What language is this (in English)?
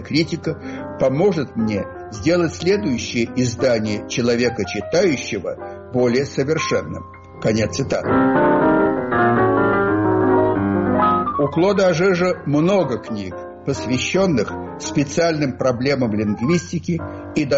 Russian